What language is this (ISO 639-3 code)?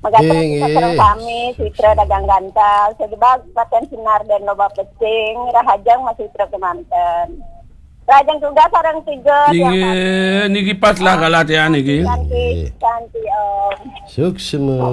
ban